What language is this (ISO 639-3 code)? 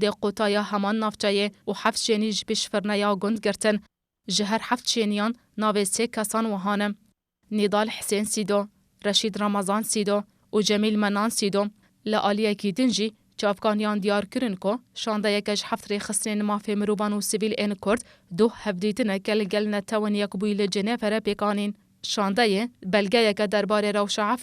kur